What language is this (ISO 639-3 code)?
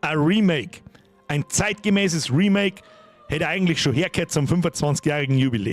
bar